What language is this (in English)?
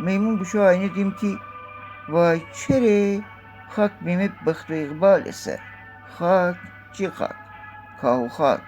Gilaki